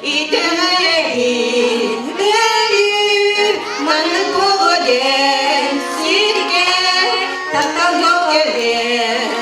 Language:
Yakut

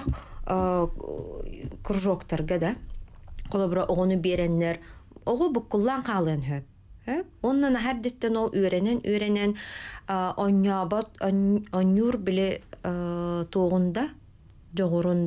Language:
Yakut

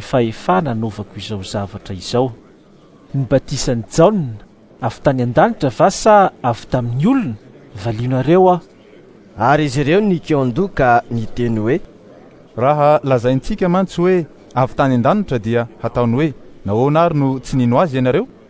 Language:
Malagasy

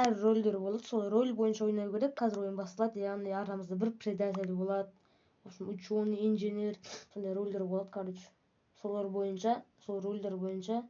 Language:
Kazakh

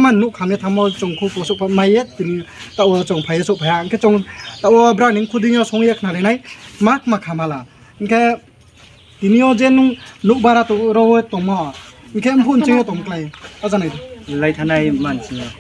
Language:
Riang (India)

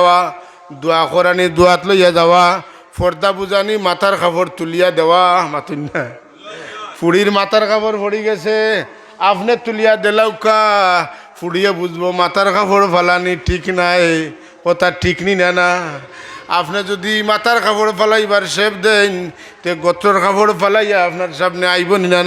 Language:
Sylheti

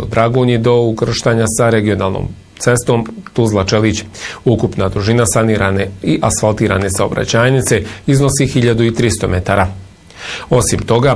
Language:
Bosnian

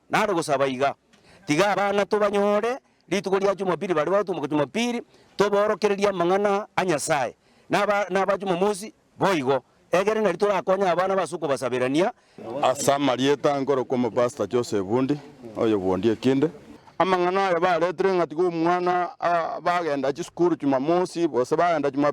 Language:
Gusii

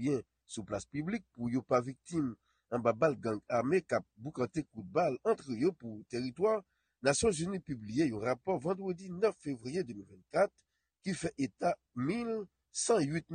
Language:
Haitian Creole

